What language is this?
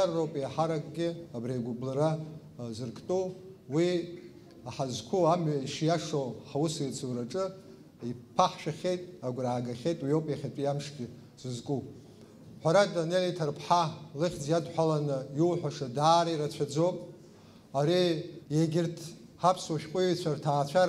Abkhazian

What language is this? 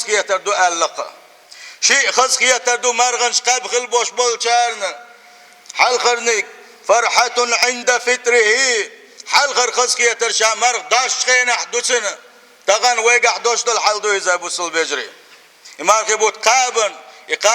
Chechen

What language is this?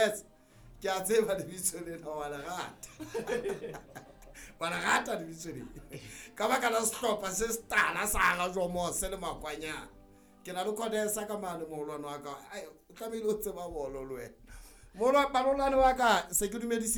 Southern Sotho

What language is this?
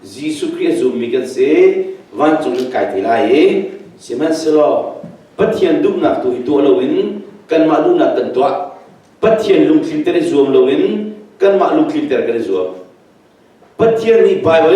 Hakha Chin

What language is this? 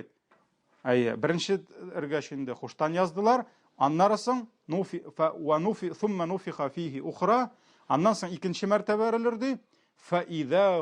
Tatar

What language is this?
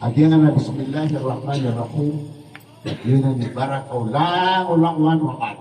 Maranao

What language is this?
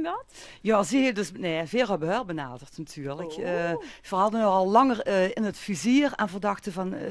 Limburgish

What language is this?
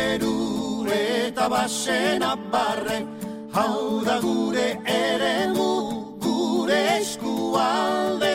Basque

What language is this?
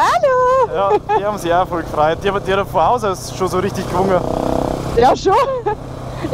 Bavarian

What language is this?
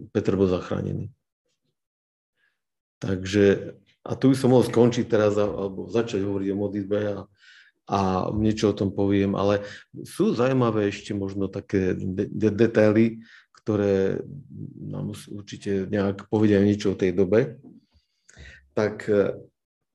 Slovak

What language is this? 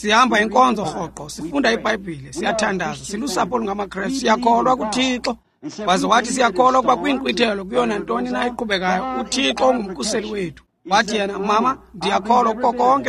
Xhosa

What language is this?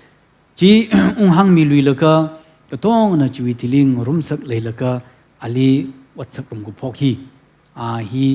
Tangkhul Naga (India)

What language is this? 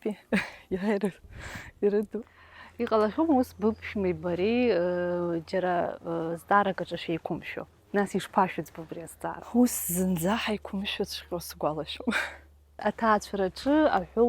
Abkhazian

